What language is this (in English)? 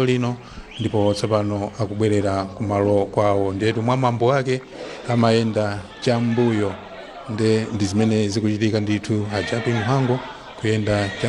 Nyanja